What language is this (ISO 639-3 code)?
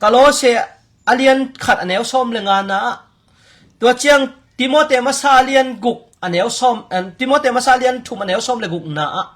ctd